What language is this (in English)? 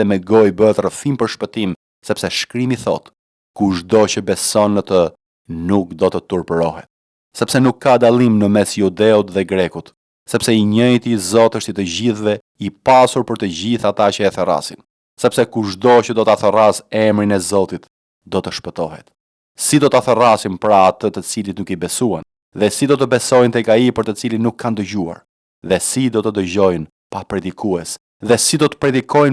Albanian